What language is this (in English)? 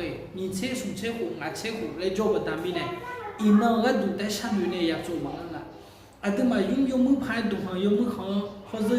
Akha